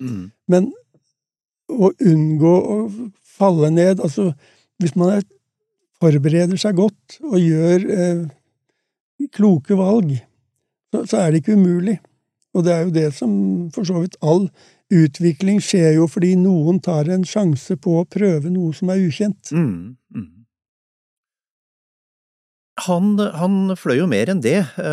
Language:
Norwegian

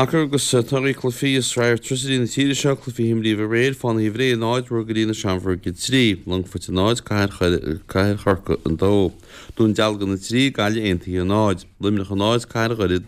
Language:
Irish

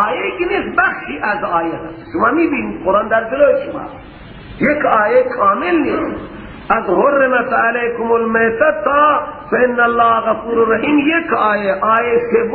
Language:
Persian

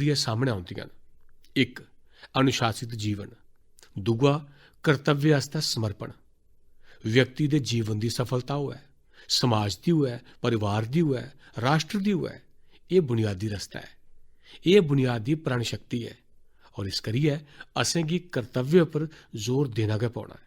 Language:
Dogri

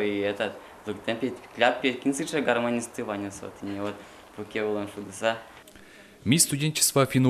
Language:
Udmurt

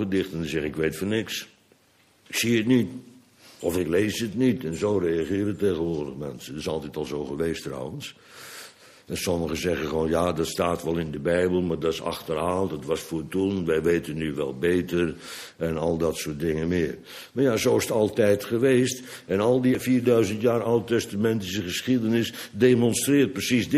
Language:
Dutch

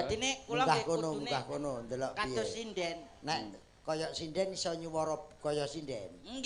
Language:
Javanese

